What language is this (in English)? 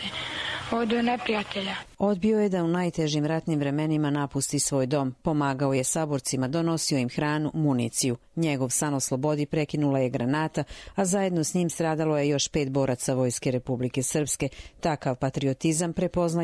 Croatian